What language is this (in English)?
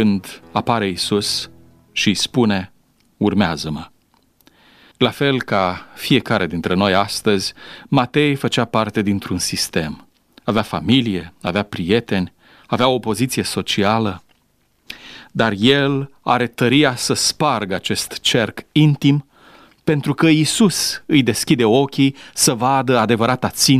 Romanian